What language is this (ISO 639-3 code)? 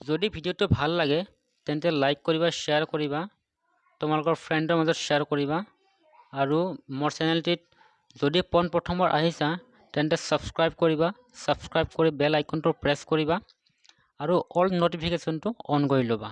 asm